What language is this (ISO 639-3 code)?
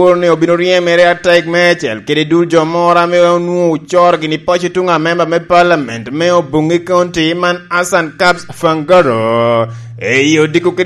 laj